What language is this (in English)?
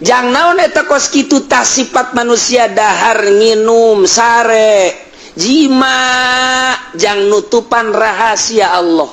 Sundanese